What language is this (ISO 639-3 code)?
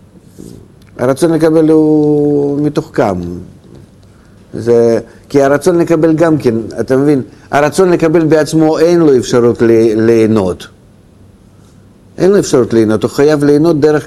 heb